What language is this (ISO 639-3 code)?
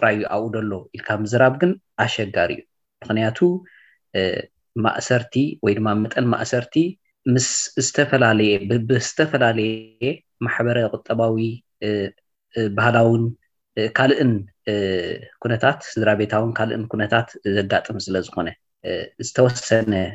tir